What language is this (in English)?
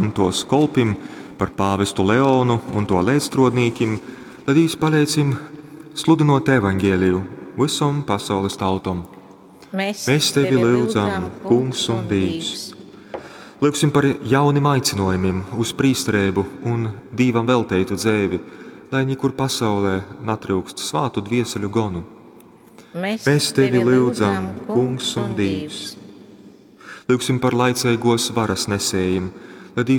Latgalian